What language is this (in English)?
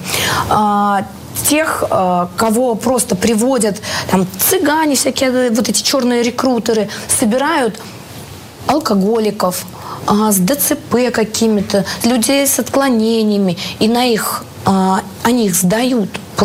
Russian